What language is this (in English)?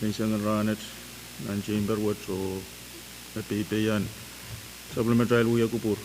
Pohnpeian